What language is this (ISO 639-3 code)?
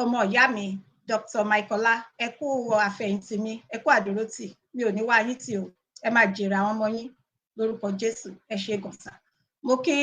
yor